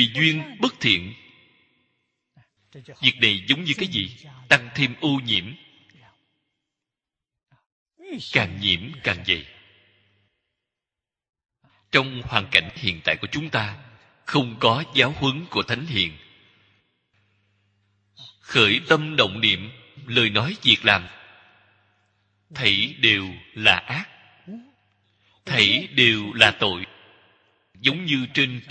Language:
Vietnamese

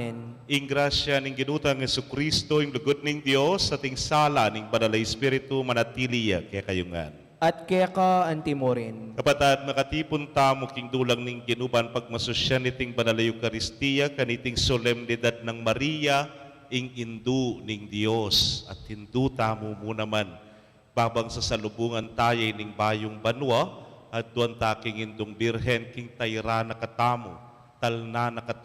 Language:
Pampanga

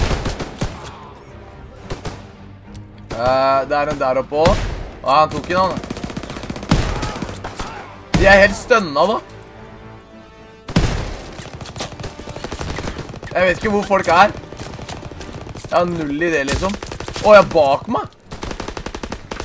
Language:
Norwegian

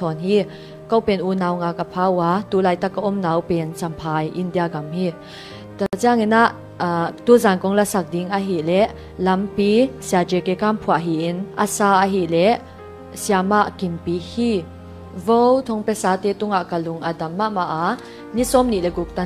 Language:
Tedim Chin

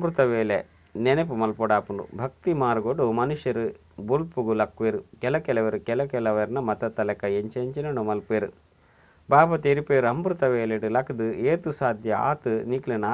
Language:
Tulu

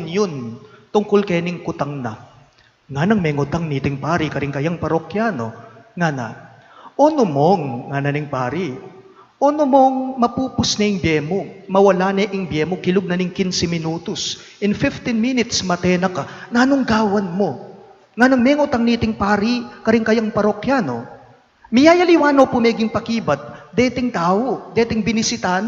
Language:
Pampanga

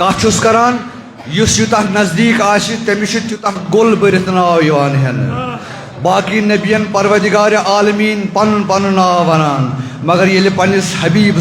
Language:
Kashmiri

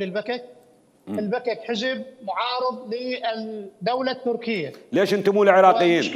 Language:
Mesopotamian Arabic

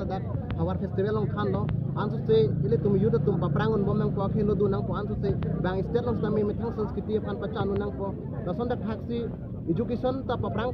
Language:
Karbi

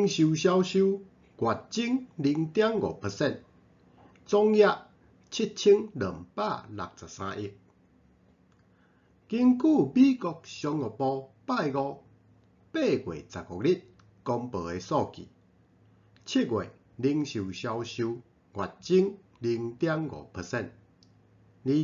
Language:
Min Nan Chinese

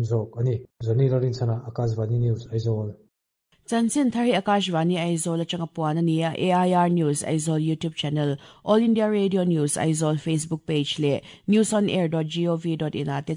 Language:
Mizo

